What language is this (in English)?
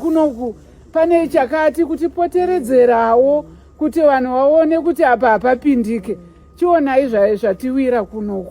Shona